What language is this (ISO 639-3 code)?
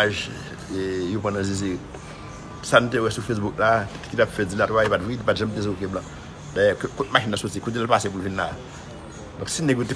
hat